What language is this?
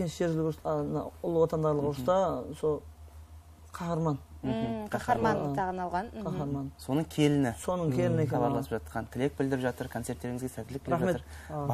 Kara-Kalpak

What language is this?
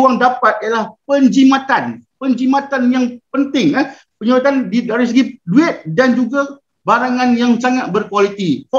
Malay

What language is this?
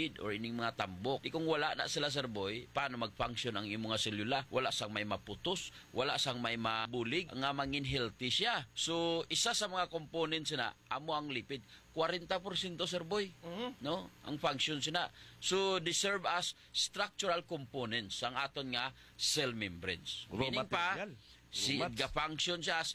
Hiligaynon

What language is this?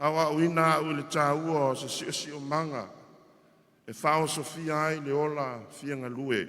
Samoan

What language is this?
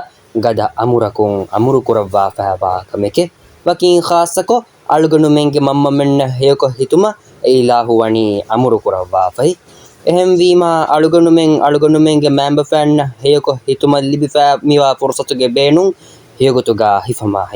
Divehi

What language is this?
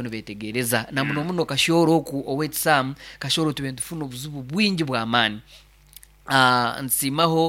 Nyoro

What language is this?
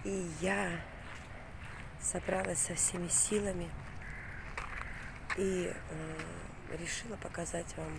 Russian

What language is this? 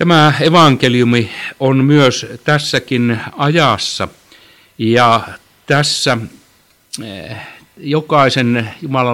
Finnish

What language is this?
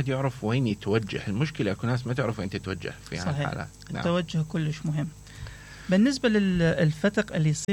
Mesopotamian Arabic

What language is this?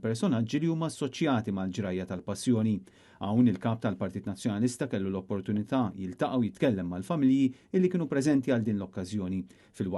Maltese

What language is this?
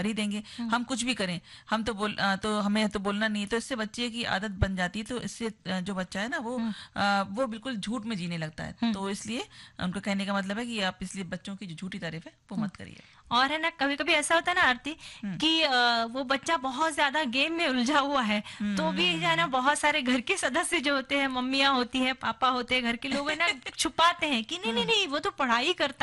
Hindi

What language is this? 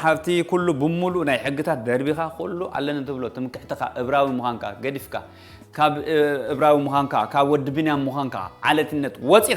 Tigrinya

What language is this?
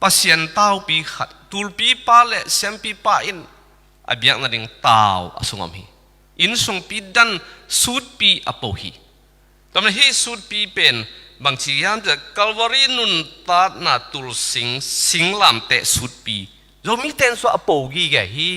Tedim Chin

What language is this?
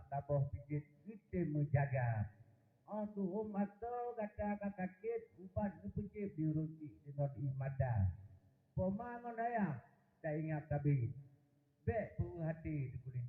Achinese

